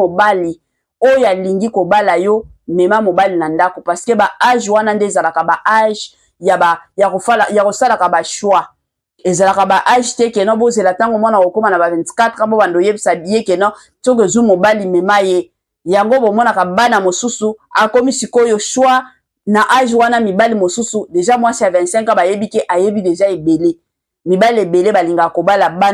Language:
Lingala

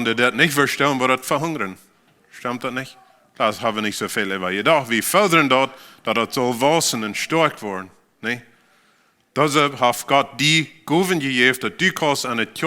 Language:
Plautdietsch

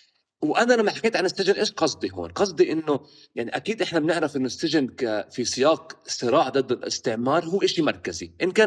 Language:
North Levantine Arabic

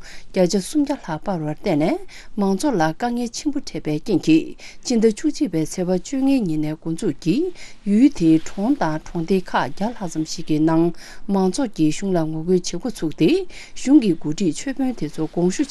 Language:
Tibetan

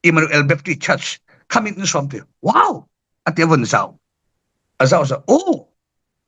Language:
Falam Chin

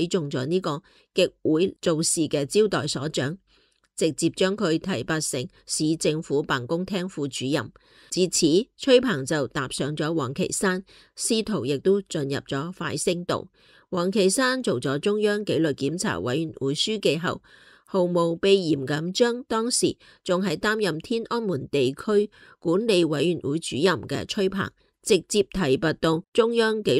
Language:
Cantonese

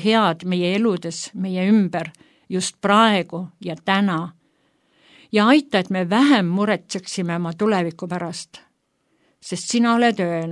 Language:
Estonian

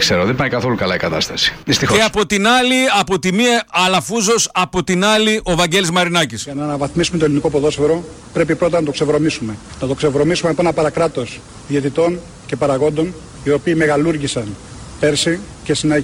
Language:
Greek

